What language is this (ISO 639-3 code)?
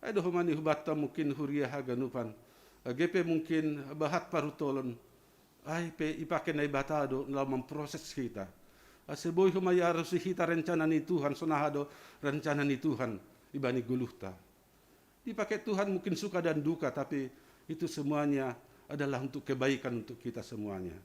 bts